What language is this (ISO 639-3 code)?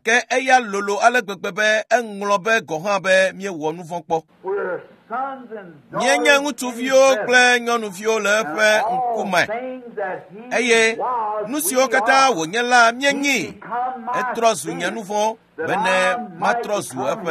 ewe